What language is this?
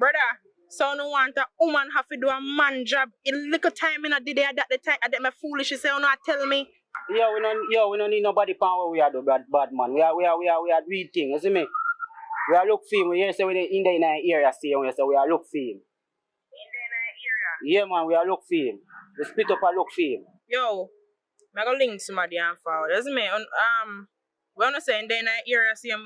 Jamaican Creole English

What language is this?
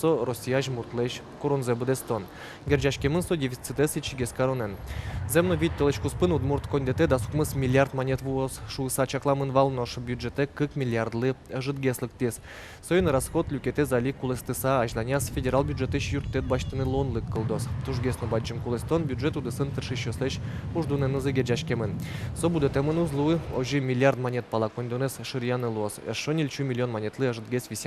Udmurt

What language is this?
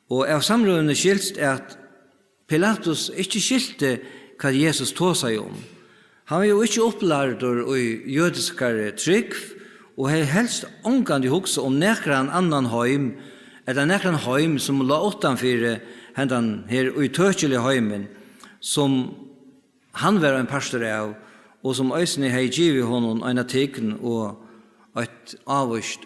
Faroese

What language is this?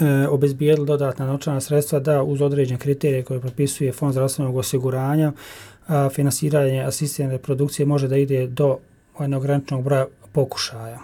Bosnian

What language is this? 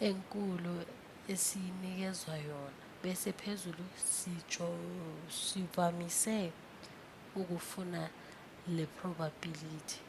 Zulu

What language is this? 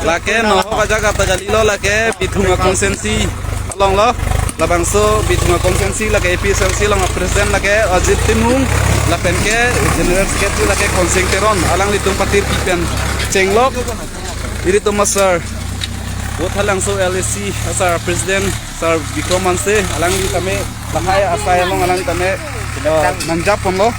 Karbi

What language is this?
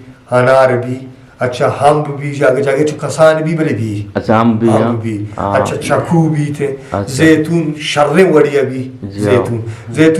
Eastern Balochi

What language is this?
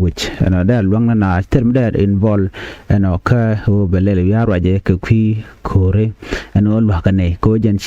Nuer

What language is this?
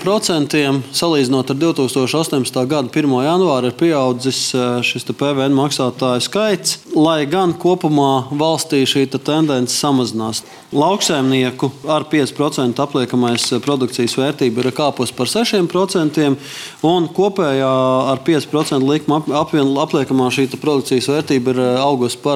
Latvian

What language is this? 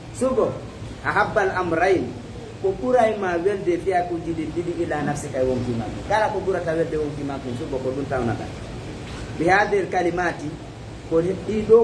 Fula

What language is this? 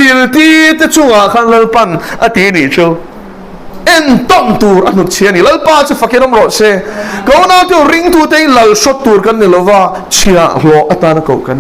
Mizo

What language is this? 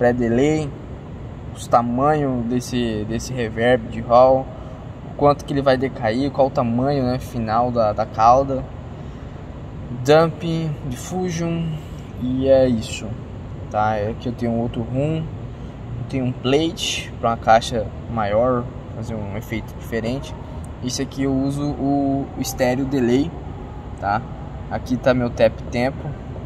Portuguese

